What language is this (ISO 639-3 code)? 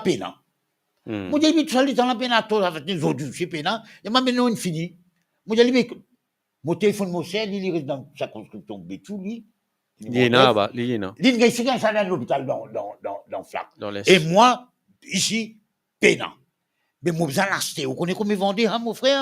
mfe